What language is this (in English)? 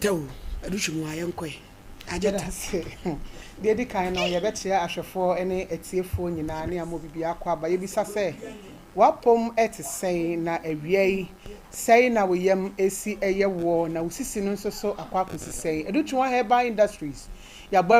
Akan